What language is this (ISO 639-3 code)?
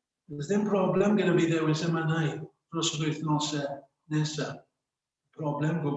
cym